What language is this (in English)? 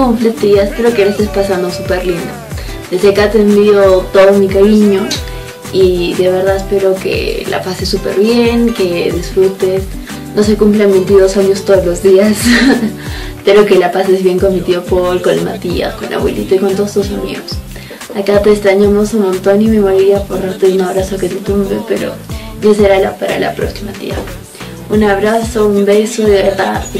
Spanish